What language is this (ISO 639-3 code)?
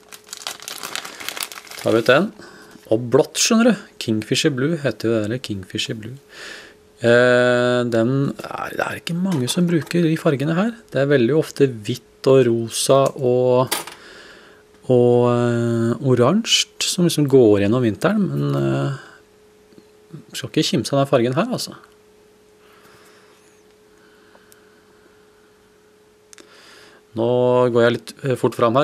nor